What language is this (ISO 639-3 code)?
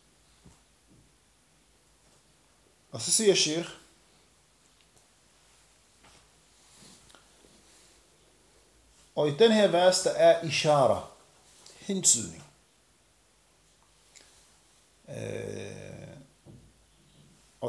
dan